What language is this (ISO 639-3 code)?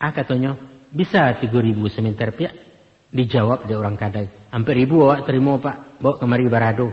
min